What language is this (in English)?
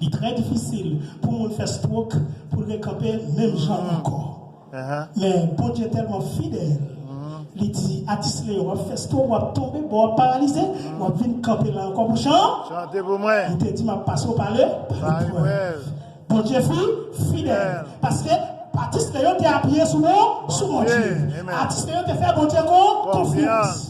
Haitian Creole